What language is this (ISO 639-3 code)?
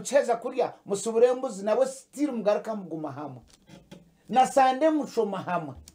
nyn